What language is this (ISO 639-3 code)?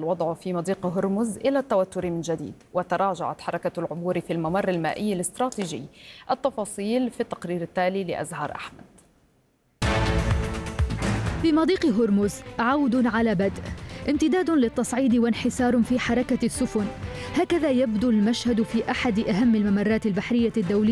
ara